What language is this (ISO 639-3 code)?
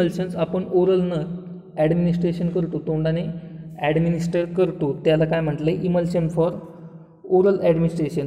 mar